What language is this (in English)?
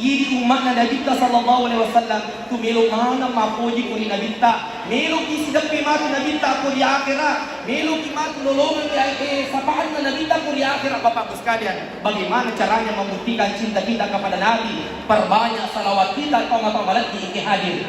Buginese